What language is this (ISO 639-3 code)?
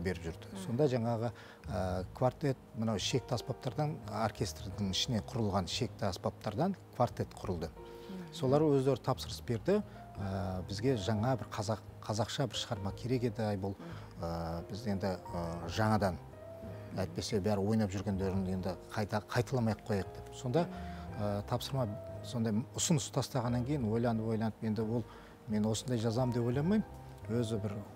kaz